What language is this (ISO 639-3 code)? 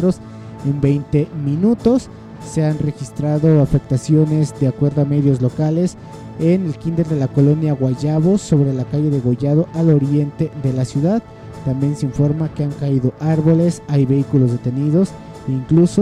spa